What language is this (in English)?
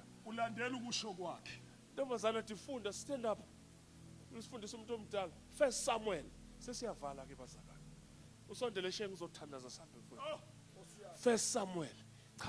Zulu